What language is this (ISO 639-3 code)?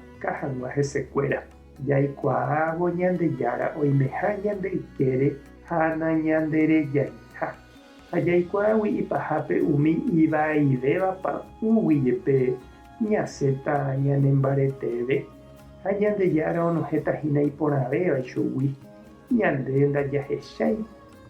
grn